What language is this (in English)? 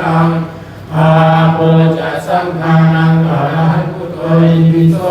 Pali